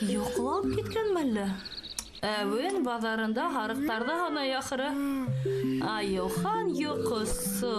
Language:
Bashkir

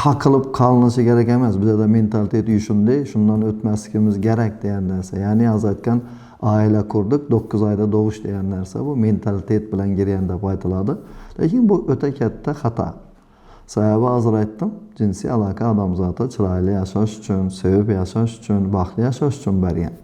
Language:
Uzbek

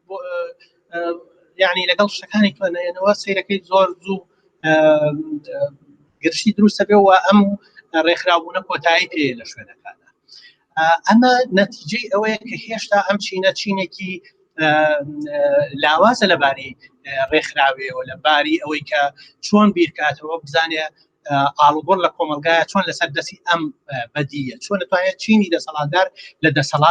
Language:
Central Kurdish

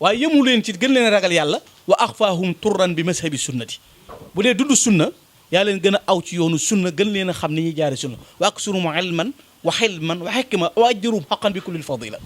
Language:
Wolof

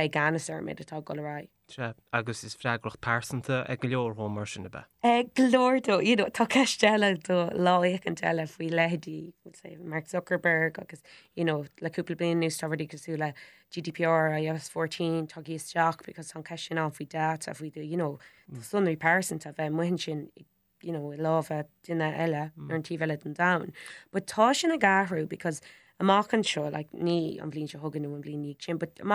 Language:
Irish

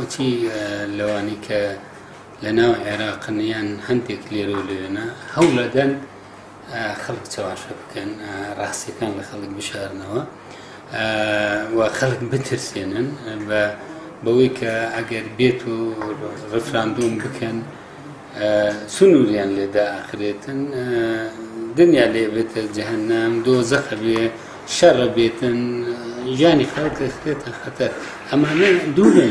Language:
Central Kurdish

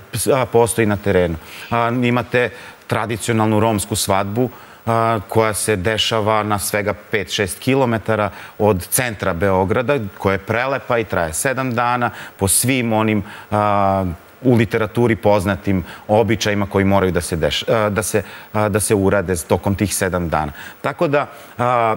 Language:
Serbian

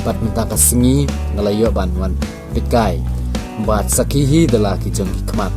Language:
Khasi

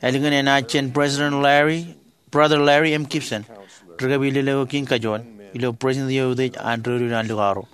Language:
Marshallese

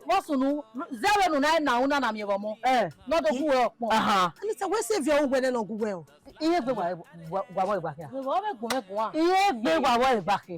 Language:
Bini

